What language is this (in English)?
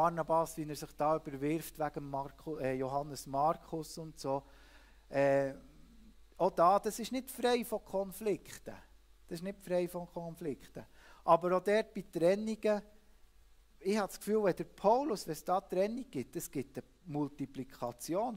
Swiss German